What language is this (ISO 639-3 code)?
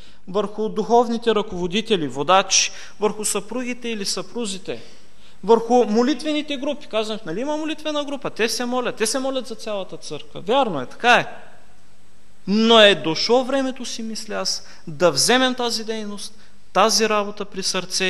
bul